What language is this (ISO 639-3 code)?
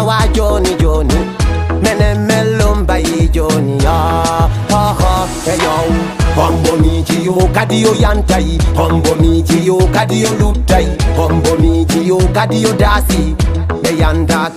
ful